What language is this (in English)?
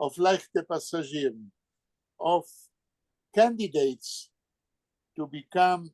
Yiddish